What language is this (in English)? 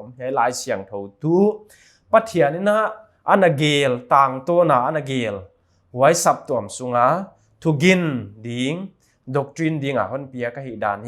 Paite Chin